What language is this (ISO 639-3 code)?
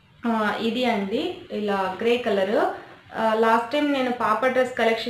tel